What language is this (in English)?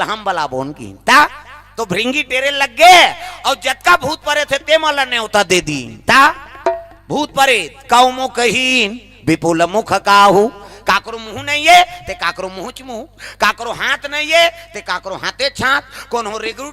Chhattisgarhi